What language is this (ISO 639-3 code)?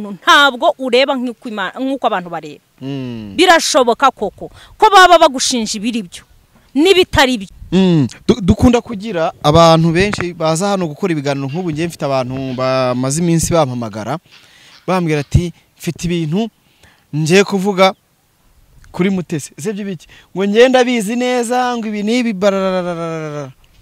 kin